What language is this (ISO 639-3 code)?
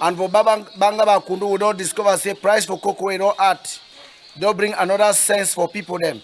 wes